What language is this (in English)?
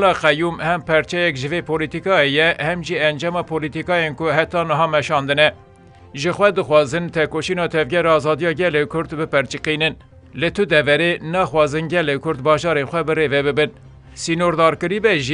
Kurdish